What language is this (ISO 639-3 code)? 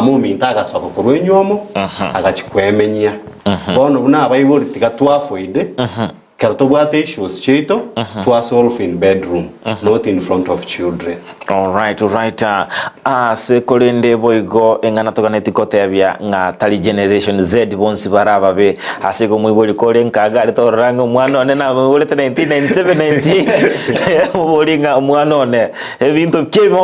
guz